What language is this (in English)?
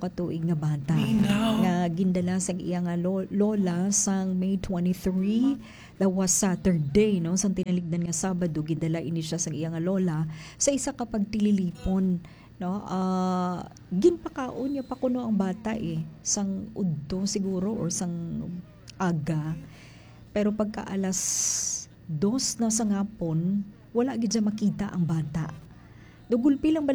Hiligaynon